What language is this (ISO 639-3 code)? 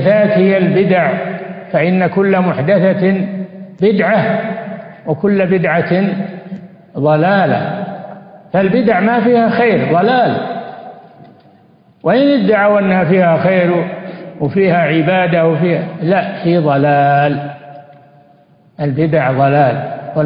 ara